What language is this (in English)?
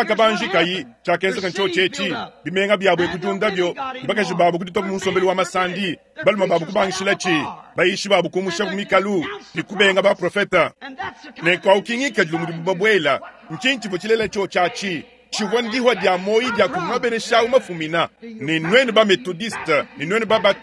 Luba-Lulua